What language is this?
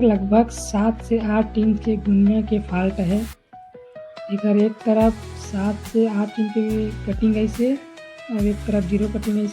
Chhattisgarhi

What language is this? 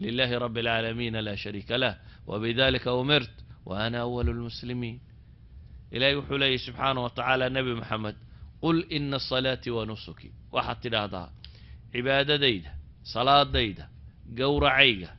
Somali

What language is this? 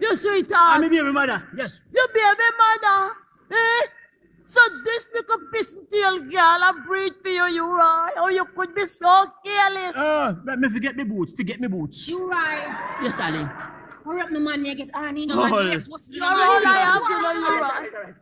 Jamaican Creole English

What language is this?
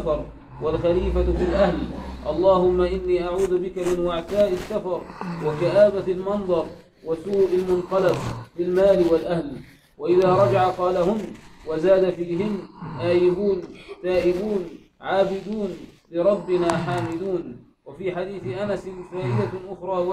Arabic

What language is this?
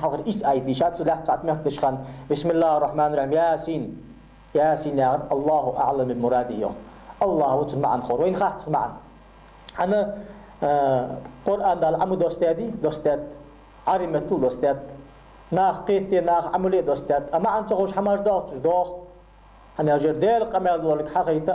Ingush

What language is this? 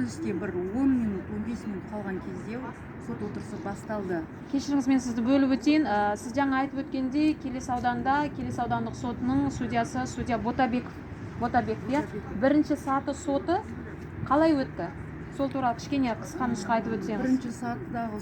Kazakh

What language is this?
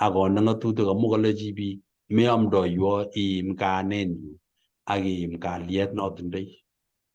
Kalenjin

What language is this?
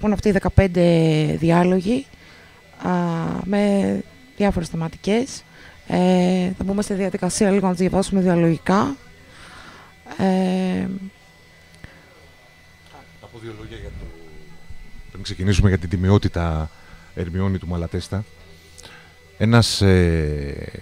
Greek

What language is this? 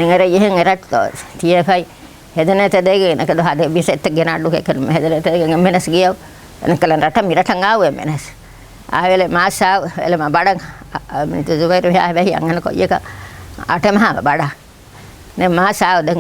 Divehi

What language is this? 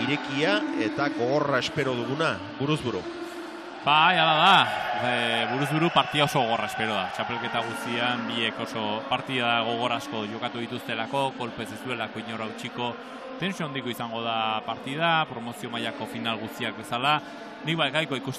Basque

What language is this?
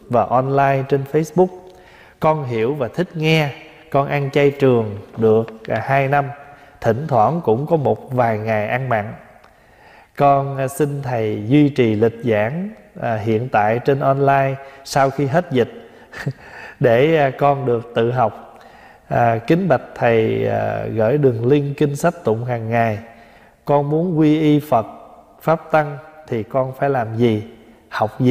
Vietnamese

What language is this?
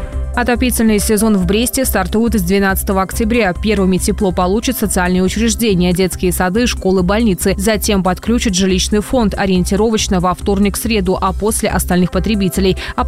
Russian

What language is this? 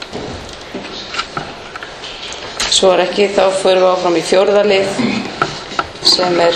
Icelandic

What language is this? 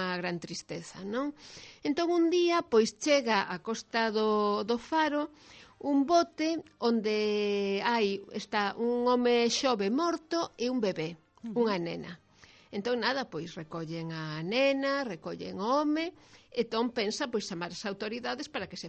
Galician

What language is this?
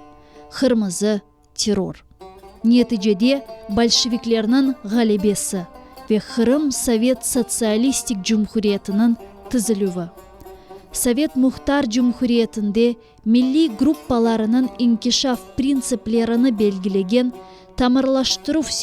Crimean Tatar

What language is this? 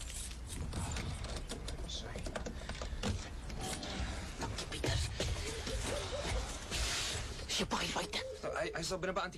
Afrikaans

